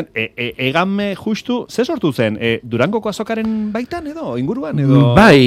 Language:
Basque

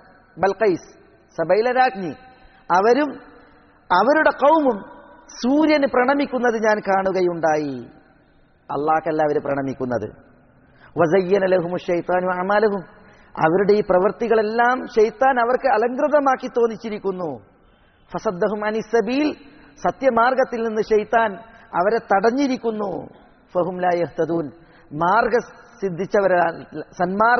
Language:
Malayalam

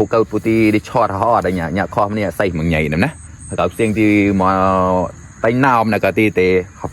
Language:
Mon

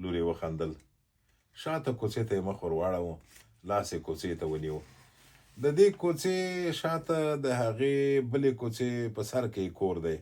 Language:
Pashto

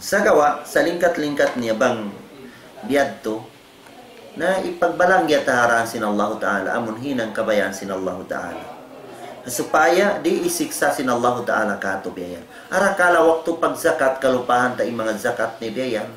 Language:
Tausug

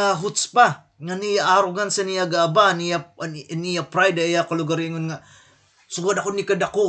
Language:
Waray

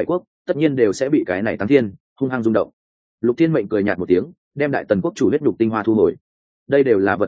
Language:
Vietnamese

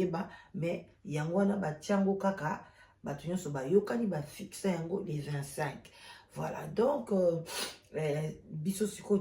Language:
Lingala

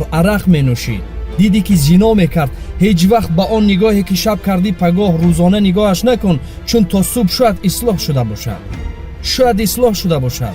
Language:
Tajik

